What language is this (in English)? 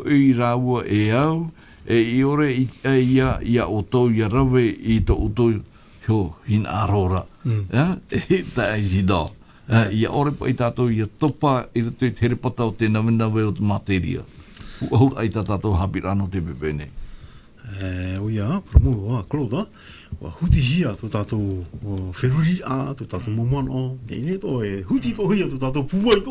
Tahitian